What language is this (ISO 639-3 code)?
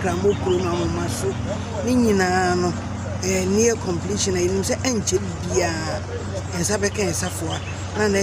aka